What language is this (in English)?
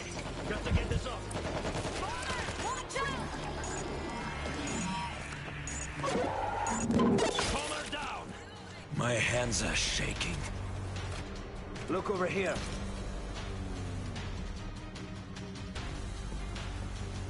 English